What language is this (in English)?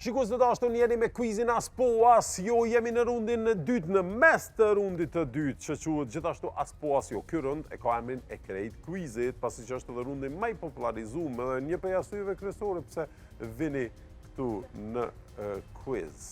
Albanian